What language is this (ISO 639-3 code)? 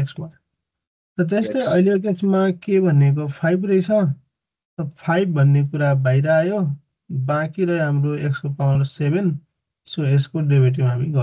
nep